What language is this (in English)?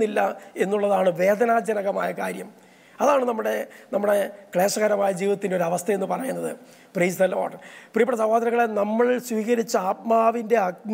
Malayalam